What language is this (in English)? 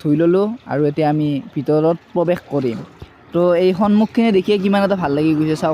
Assamese